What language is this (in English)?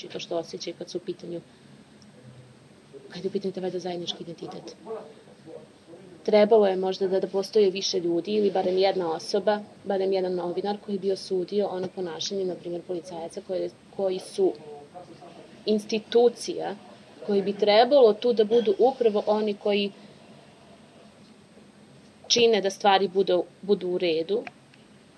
Serbian